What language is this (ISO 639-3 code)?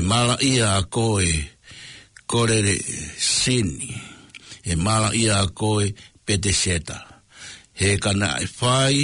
ton